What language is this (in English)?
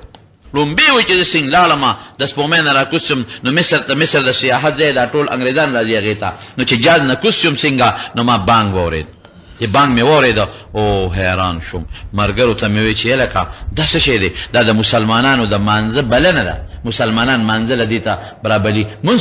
Pashto